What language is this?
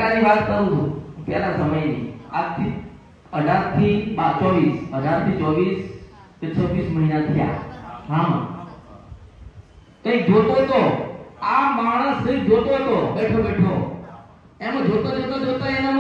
Gujarati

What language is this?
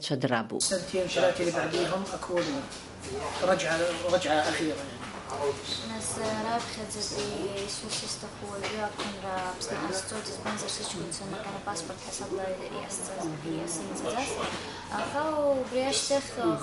Abkhazian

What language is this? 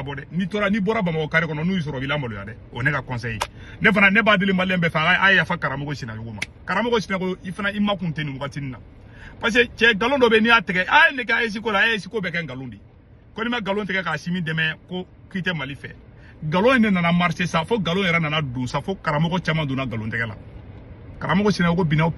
Bambara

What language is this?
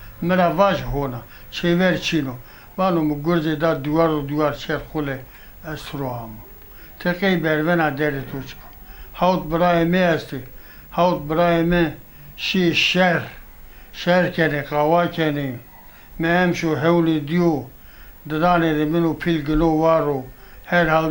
Zaza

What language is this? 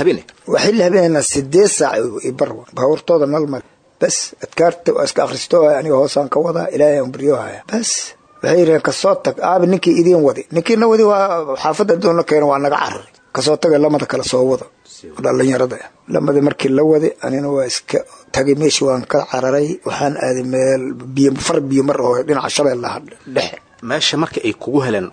Somali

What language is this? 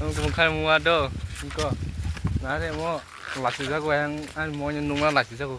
Kok Borok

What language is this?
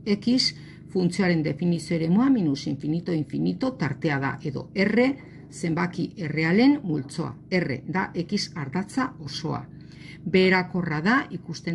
Basque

